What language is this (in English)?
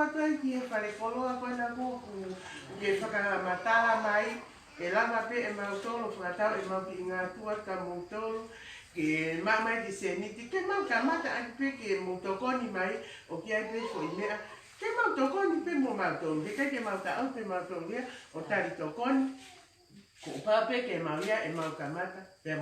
Tongan